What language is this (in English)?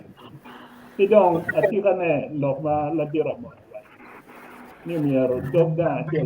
Acoli